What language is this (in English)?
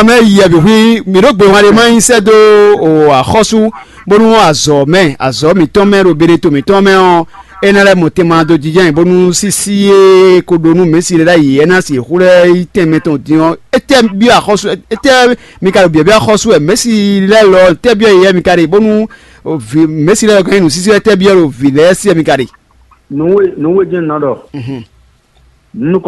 Fon